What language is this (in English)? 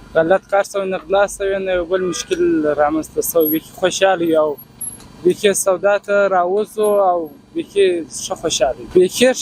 Pashto